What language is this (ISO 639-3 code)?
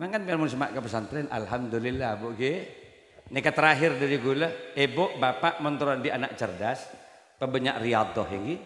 mad